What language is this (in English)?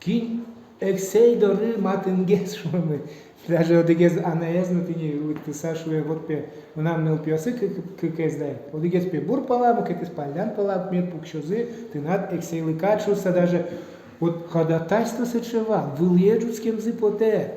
Udmurt